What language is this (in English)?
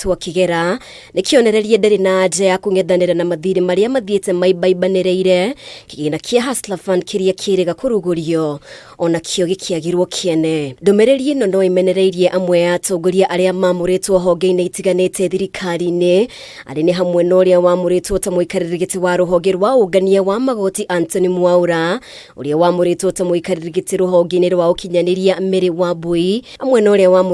Kikuyu